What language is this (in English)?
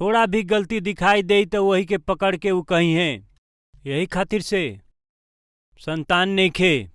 Bhojpuri